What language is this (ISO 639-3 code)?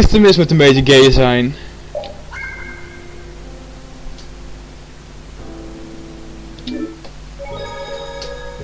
nld